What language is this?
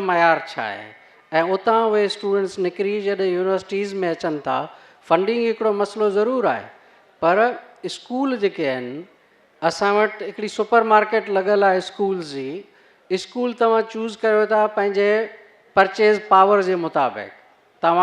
Sindhi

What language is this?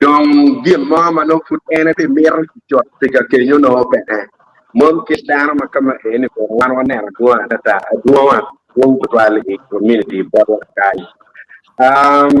Acoli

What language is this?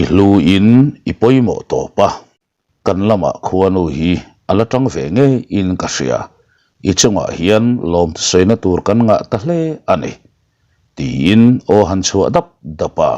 Mizo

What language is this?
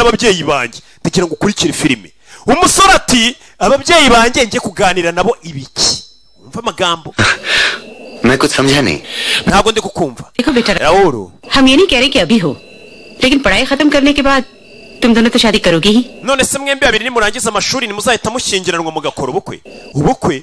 Kinyarwanda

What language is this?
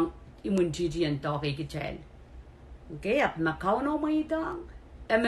Pohnpeian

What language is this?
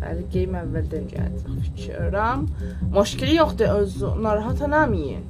South Azerbaijani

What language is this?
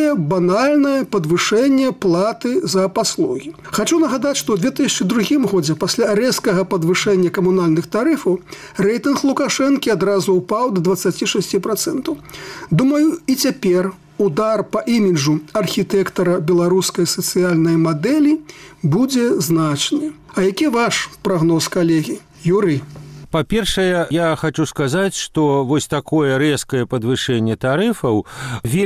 Belarusian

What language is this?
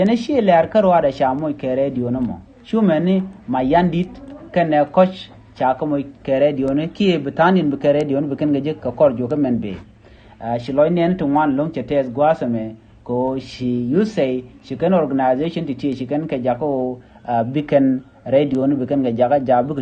Nuer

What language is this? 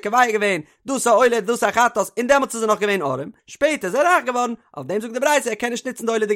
Yiddish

